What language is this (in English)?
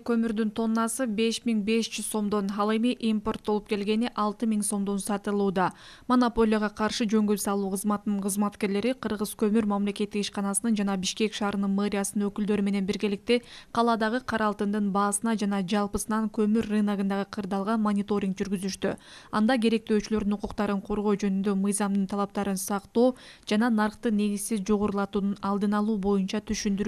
Kyrgyz